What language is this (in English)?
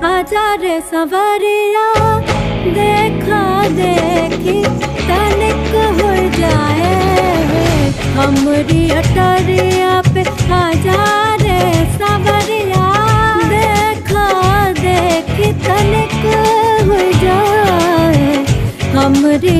Bhojpuri